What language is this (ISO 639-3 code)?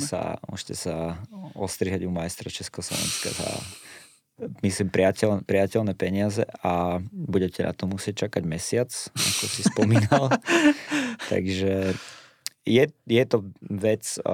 slk